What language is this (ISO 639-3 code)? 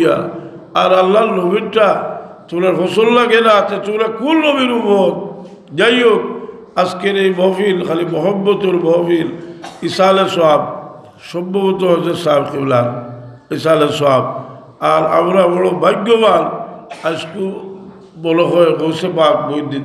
syl